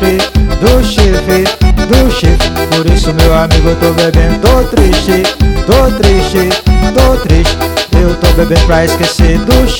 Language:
Portuguese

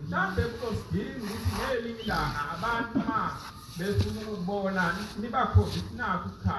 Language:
Zulu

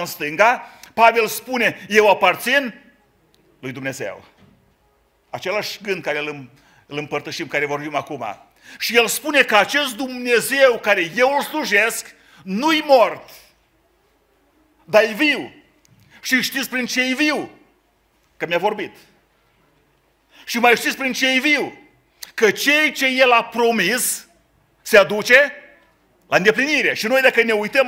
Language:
Romanian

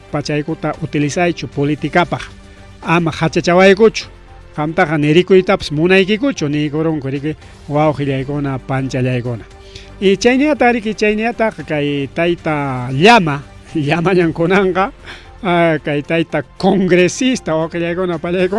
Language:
Ayacucho Quechua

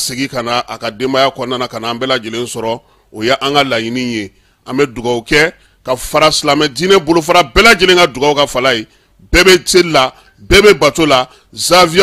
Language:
Bambara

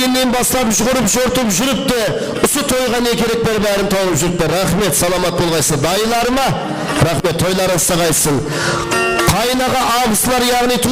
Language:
Kara-Kalpak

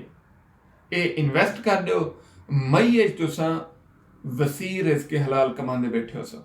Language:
Saraiki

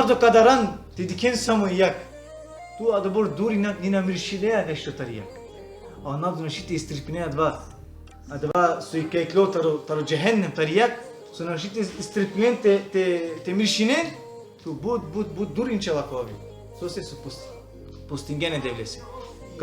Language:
Balkan Romani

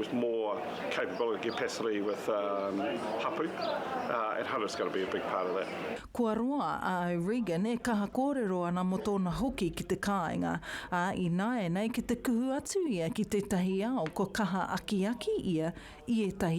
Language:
Māori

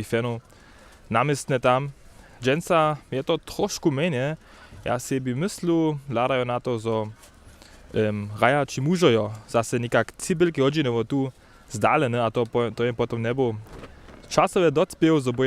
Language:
Upper Sorbian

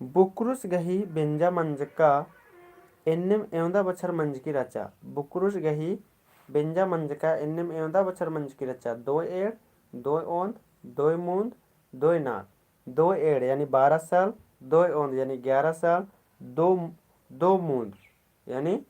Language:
Kurukh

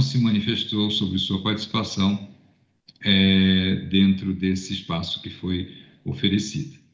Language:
Portuguese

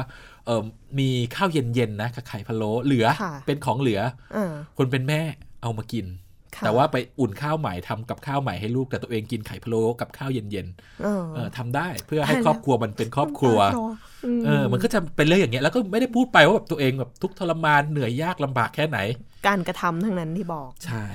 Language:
Thai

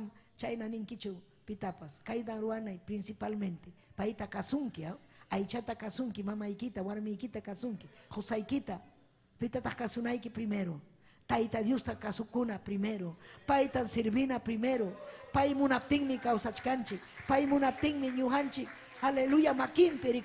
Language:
Ayacucho Quechua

